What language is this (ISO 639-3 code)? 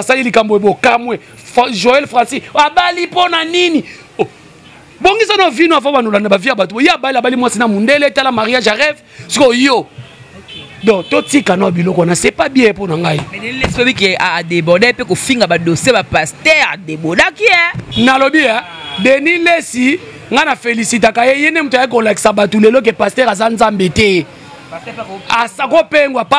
lin